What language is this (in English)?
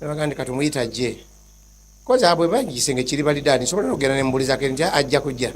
Ganda